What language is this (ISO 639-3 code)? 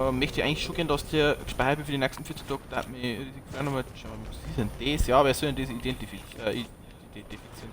bar